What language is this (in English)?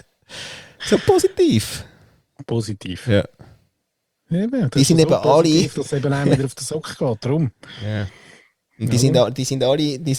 German